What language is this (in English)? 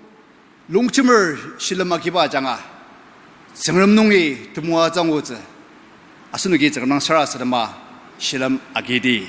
Ao Naga